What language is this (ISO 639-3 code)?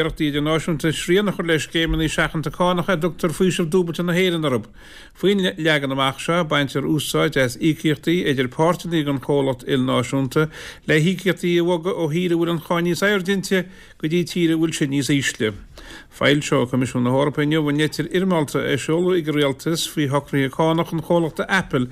gle